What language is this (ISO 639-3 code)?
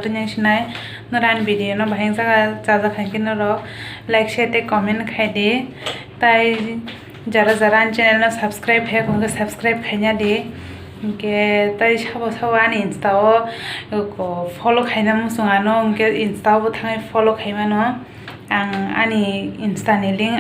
trp